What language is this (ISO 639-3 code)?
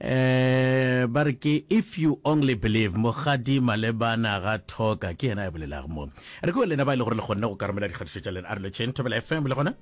nso